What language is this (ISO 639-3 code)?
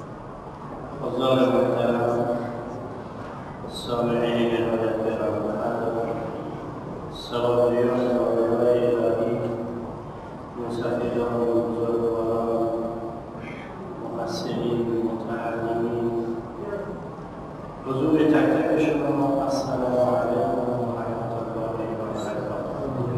fas